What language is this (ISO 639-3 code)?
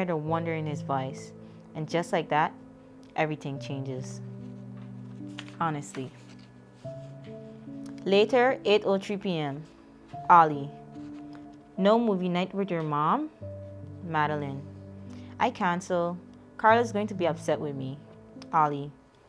eng